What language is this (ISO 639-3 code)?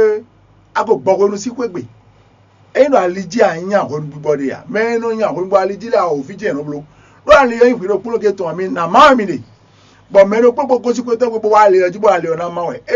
fon